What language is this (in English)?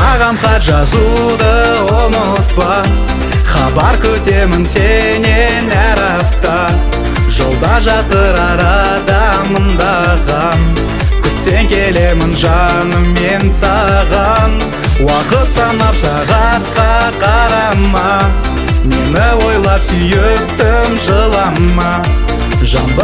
Kazakh